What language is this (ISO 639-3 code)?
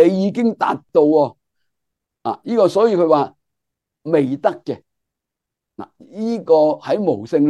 yue